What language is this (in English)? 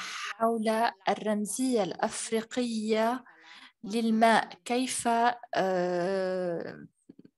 Arabic